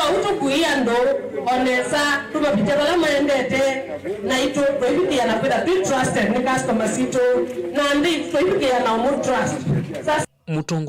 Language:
Kamba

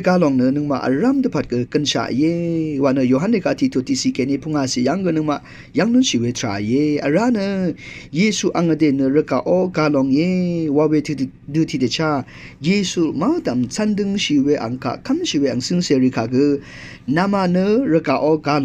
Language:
Rawang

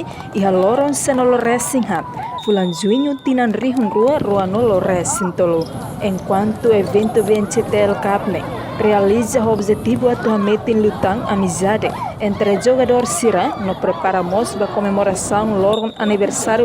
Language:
Tetum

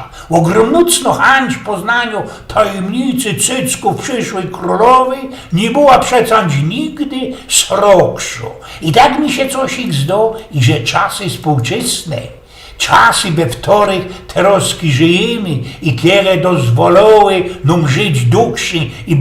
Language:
Silesian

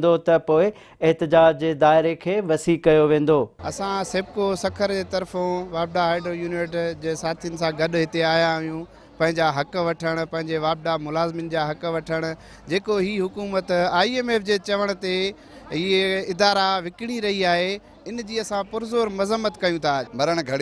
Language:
Sindhi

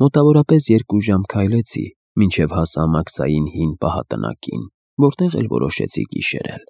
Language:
Armenian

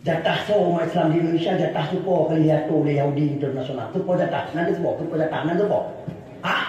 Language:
Achinese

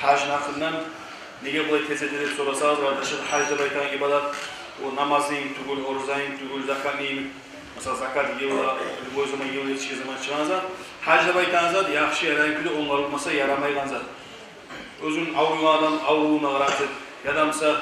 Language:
Kumyk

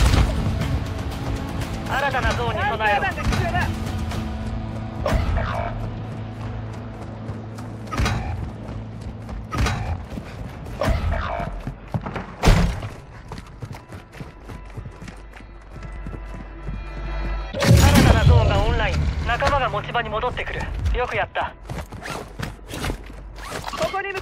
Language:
Japanese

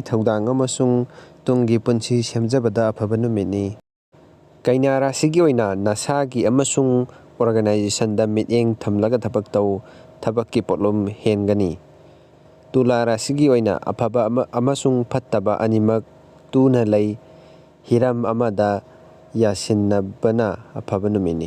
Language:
Manipuri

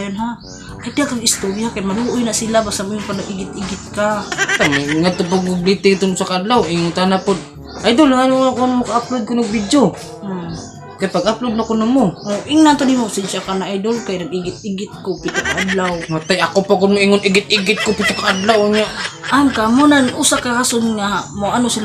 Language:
Cebuano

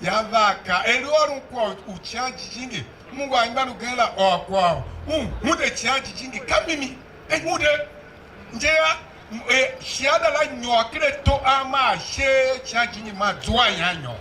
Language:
Tiv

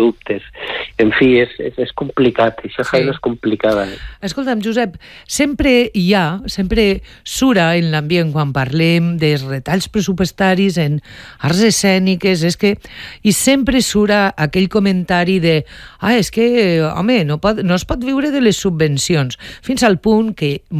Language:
Catalan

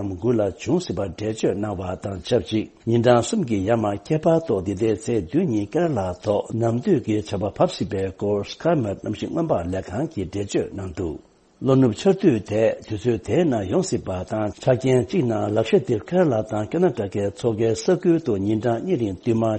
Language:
Tibetan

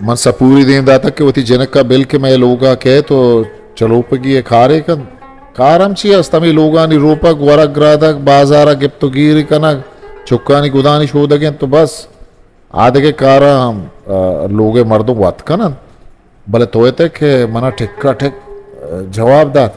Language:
Eastern Balochi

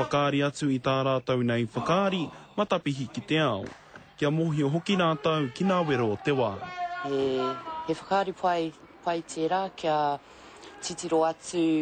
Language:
Māori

